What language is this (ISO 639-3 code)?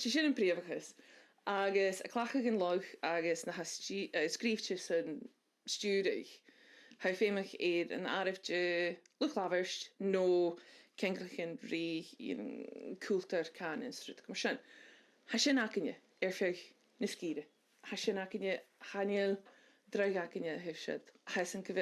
gla